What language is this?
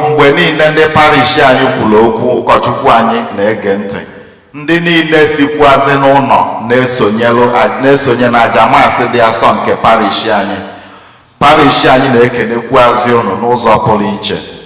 Igbo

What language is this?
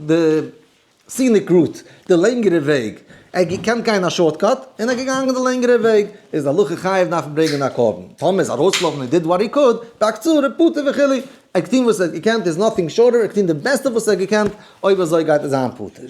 Yiddish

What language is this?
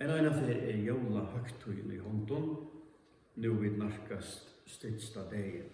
Faroese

